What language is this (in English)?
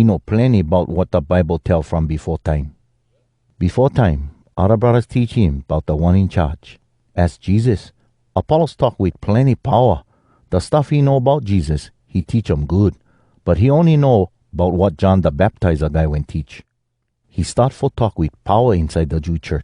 Hawai'i Creole English